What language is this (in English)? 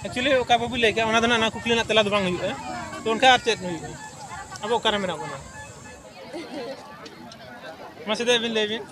Santali